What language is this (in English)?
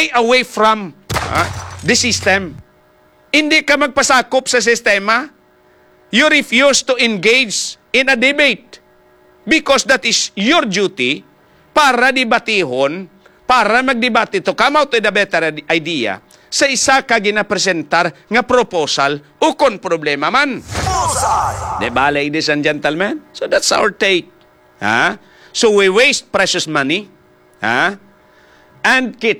Hiligaynon